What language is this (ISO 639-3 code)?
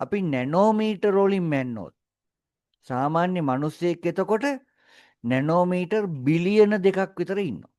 sin